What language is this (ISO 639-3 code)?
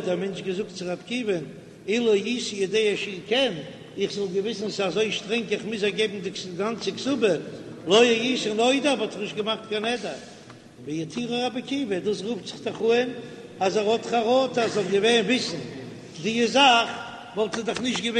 yid